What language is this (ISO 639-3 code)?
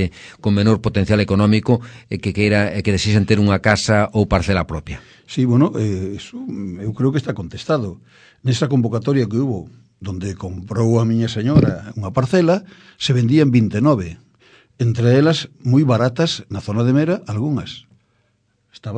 glg